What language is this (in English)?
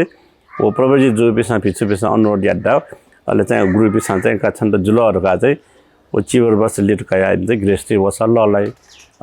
Newari